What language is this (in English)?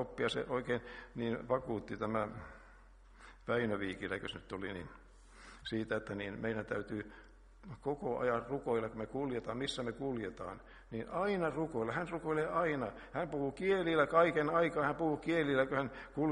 Finnish